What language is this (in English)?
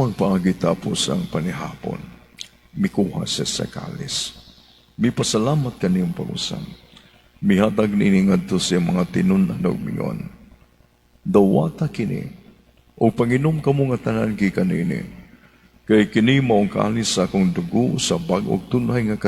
Cebuano